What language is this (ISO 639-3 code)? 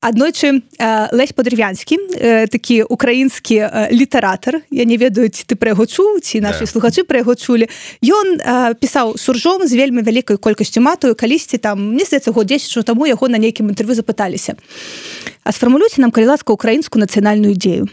bel